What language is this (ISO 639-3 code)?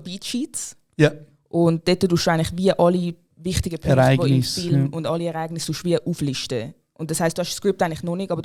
gsw